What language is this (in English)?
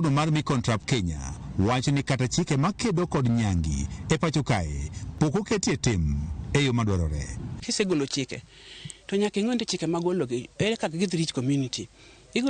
Luo (Kenya and Tanzania)